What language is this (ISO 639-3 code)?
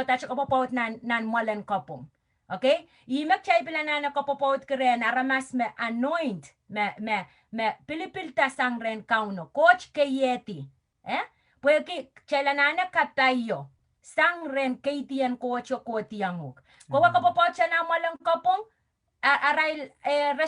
pon